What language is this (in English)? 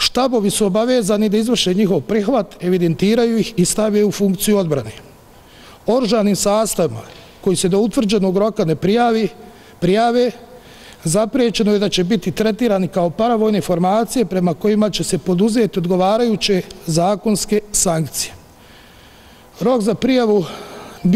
Bosnian